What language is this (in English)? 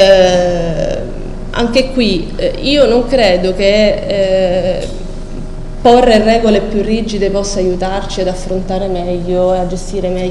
Italian